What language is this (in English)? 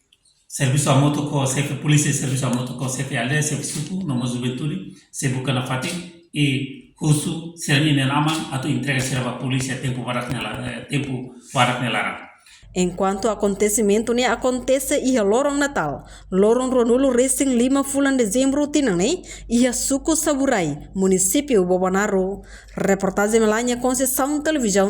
Tetum